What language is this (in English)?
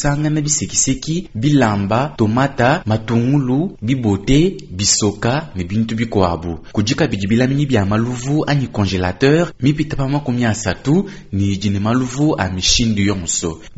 Luba-Lulua